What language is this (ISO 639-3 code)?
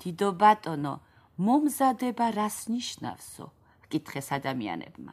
kat